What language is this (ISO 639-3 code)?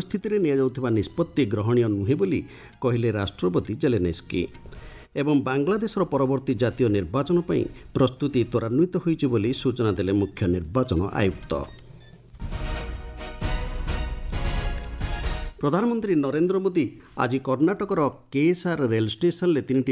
ori